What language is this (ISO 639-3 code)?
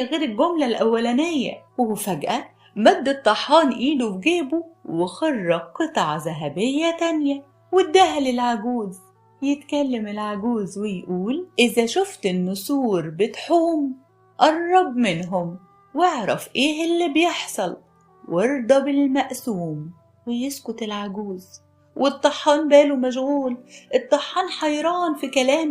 arz